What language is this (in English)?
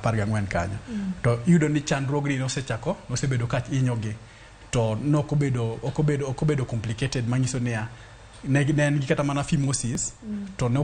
Luo (Kenya and Tanzania)